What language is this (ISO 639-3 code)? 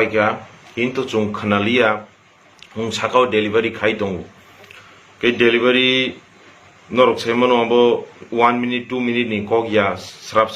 trp